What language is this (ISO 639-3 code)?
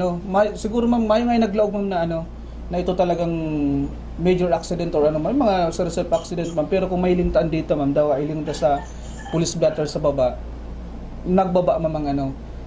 bik